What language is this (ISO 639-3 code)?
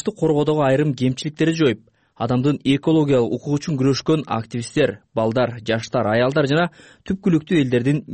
kir